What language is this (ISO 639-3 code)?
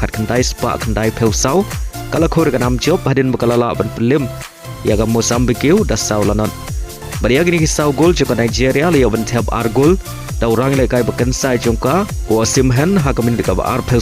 kha